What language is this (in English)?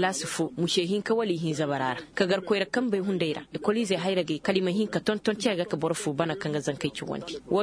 Koyraboro Senni